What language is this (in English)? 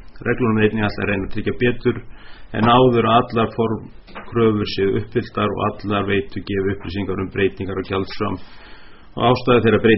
Icelandic